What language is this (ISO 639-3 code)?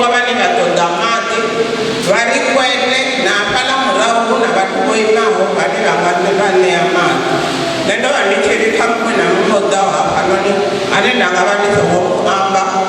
ven